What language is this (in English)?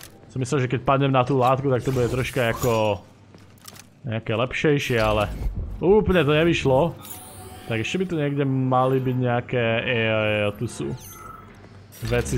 Slovak